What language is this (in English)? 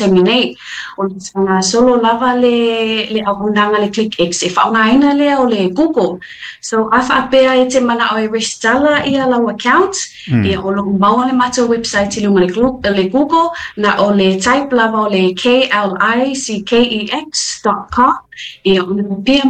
Samoan